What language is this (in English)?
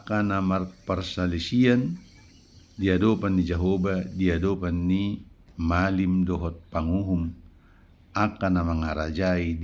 Batak Toba